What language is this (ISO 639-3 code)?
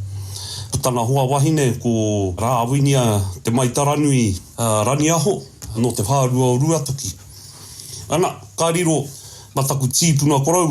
mri